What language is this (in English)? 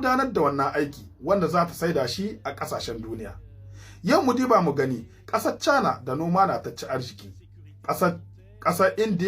Hausa